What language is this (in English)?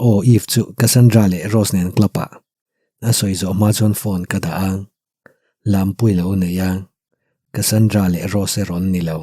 Mizo